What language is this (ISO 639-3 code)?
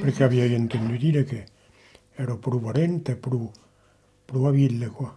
oci